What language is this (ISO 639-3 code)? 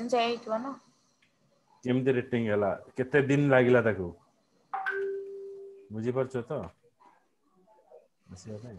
ori